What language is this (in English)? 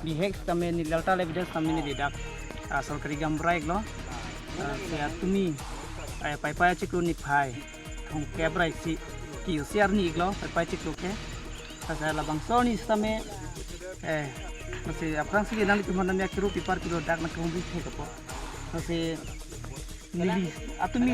Karbi